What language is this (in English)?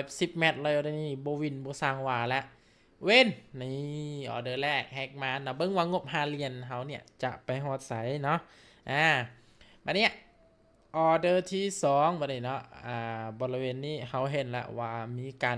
Lao